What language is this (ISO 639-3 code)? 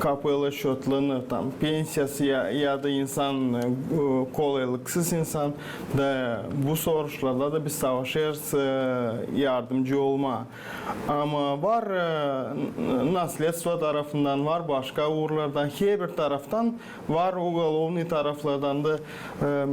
gag